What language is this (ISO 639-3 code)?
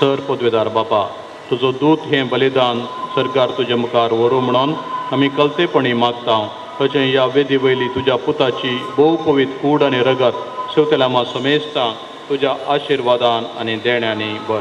kok